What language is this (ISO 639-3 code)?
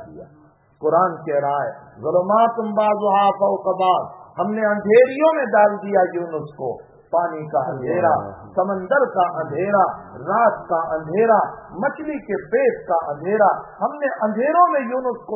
urd